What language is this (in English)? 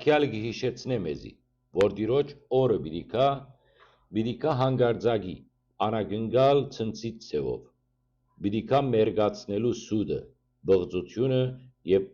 Western Armenian